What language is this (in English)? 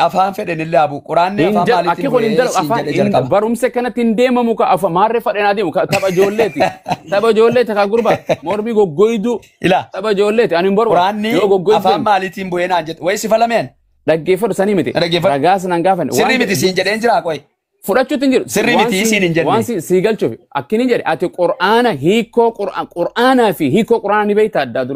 Oromo